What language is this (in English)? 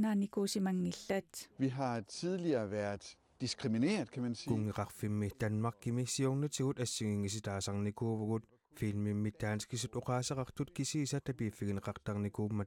Kalaallisut